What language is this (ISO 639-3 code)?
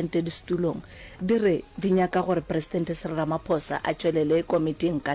nso